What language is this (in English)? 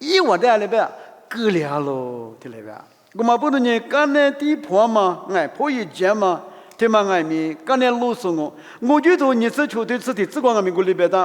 Lisu